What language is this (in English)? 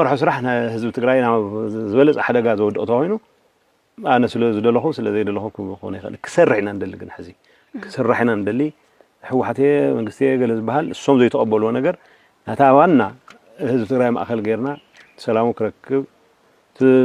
Tigrinya